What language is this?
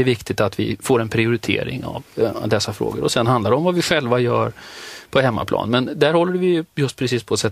Swedish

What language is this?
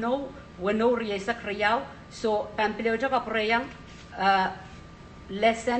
Pohnpeian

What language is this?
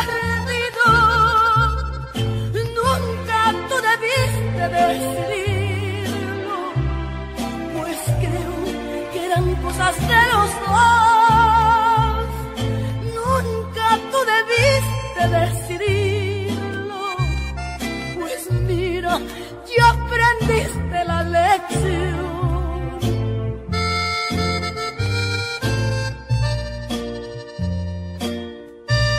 Spanish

